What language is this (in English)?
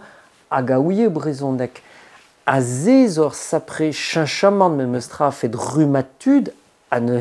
Breton